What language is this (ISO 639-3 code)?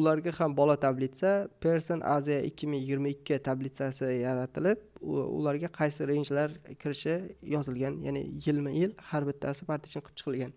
uzb